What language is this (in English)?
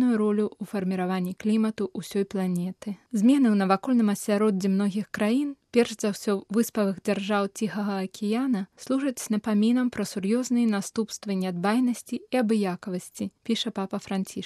Belarusian